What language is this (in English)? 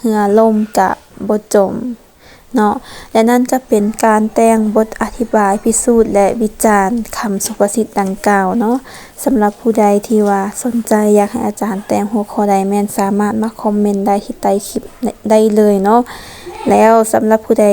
Lao